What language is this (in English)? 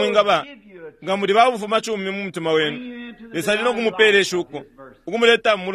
Bemba